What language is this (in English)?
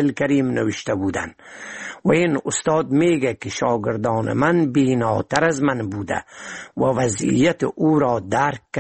Persian